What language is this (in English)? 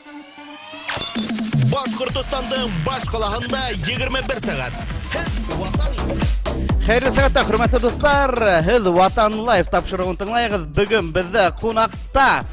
Bashkir